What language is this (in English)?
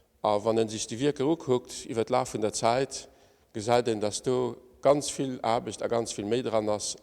Luxembourgish